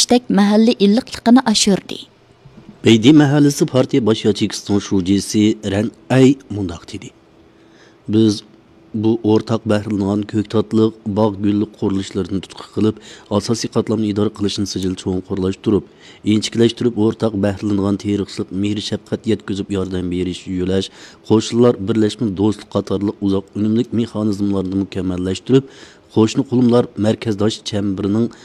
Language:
Uyghur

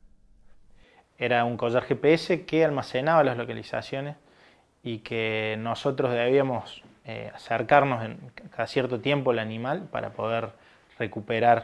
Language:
Spanish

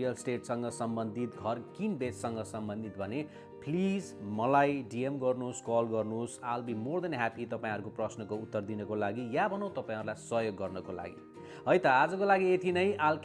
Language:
Nepali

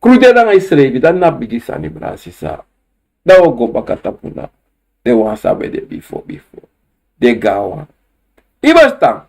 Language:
Sranan Tongo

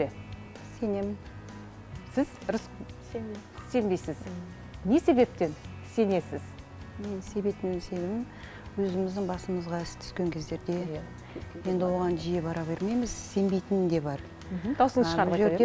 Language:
Kazakh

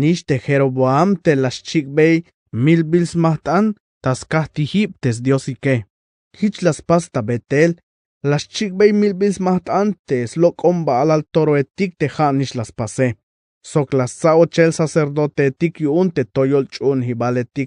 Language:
Tzeltal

